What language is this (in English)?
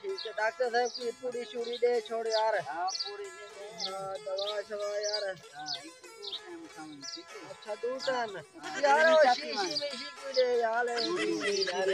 Saraiki